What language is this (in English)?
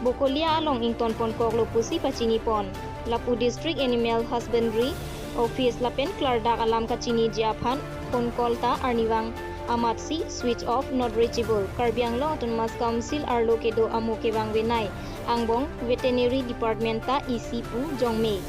Karbi